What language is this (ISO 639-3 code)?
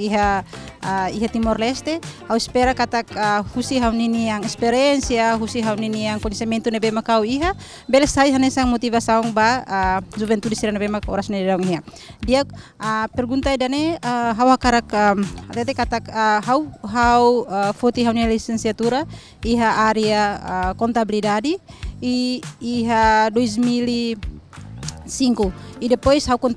tet